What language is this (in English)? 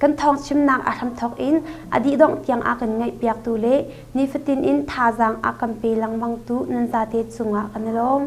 Hakha Chin